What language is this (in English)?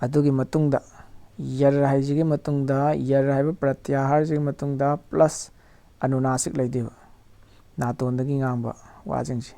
Manipuri